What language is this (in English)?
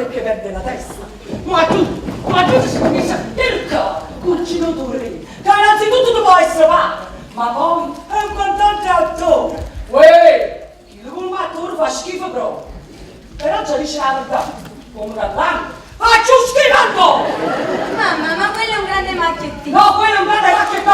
Neapolitan